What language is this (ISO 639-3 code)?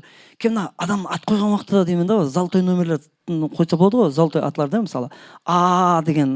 kaa